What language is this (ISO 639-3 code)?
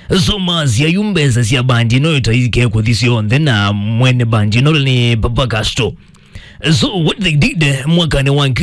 kam